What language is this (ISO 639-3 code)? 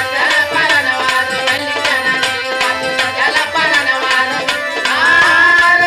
bho